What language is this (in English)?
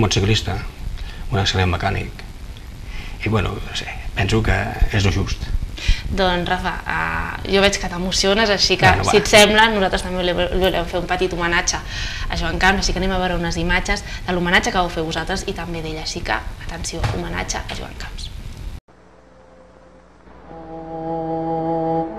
Catalan